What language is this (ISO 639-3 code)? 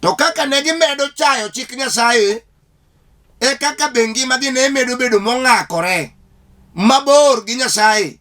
luo